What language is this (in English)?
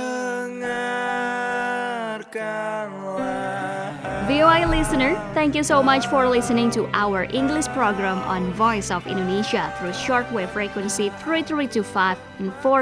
Indonesian